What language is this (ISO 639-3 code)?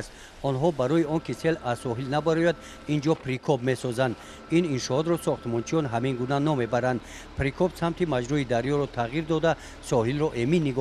tgk